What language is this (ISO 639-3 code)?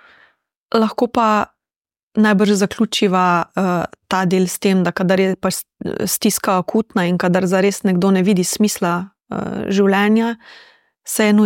slv